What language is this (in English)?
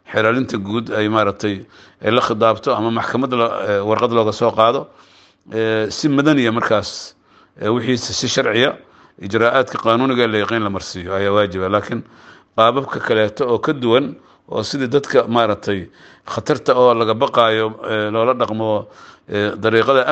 Somali